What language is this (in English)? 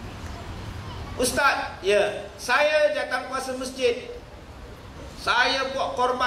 Malay